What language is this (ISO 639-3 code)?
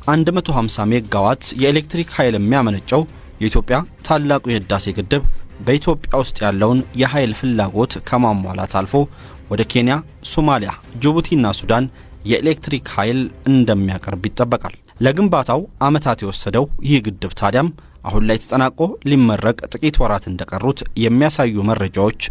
amh